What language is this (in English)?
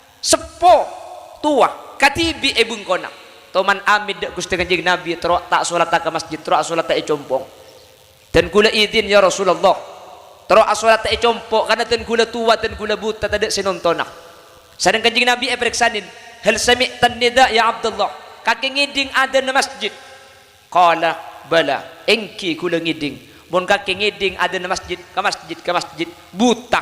Madurese